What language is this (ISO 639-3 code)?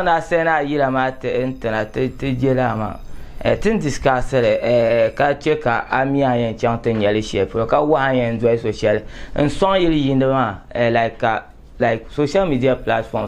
dag